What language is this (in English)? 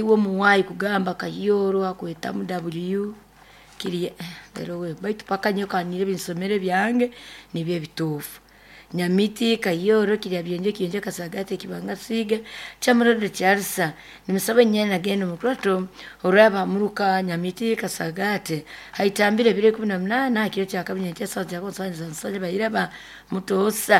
Nyoro